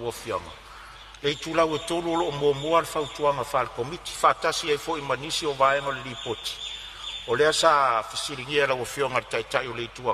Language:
Samoan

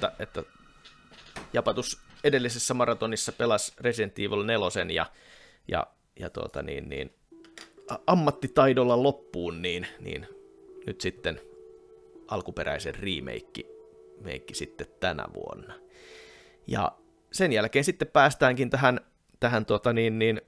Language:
Finnish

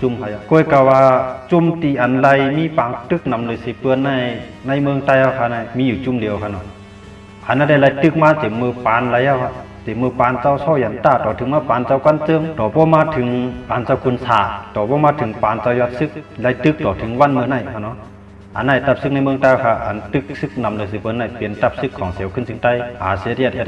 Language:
Shan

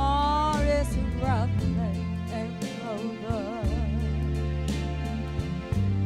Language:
Spanish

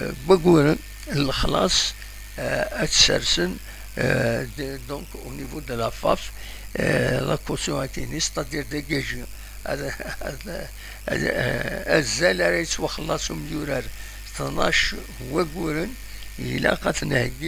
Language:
Kabyle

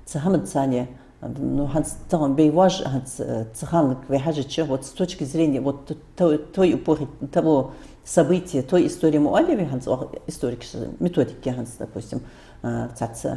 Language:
Ingush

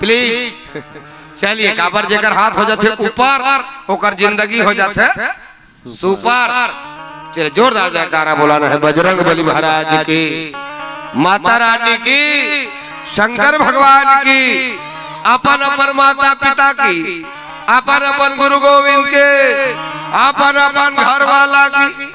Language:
Chhattisgarhi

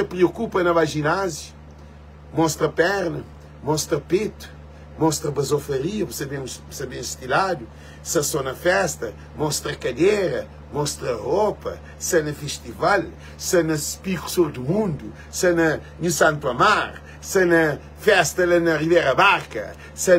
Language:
Kabuverdianu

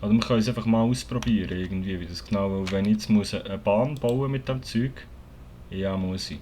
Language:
Swiss German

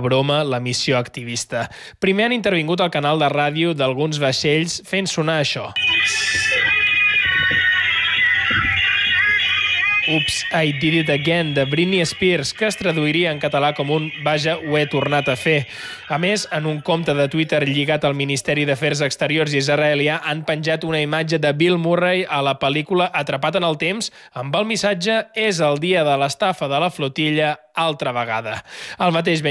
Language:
Catalan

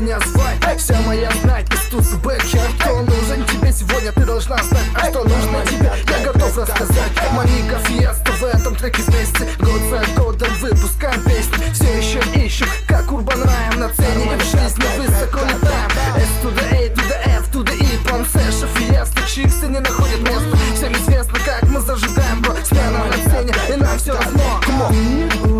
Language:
Yakut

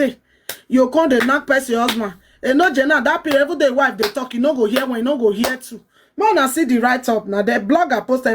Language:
Nigerian Pidgin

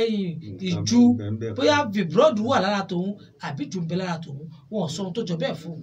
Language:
Yoruba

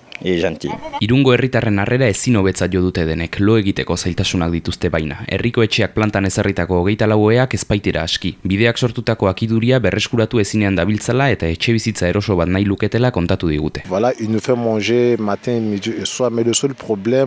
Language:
Basque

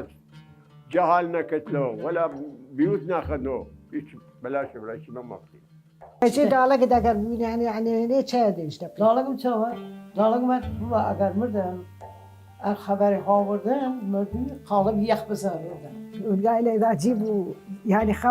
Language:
Mesopotamian Arabic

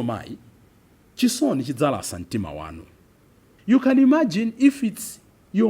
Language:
Nyanja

